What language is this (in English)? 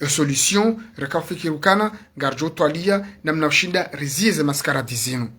Ngazidja Comorian